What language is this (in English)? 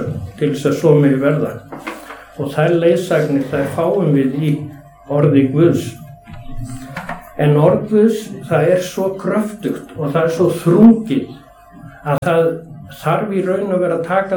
Icelandic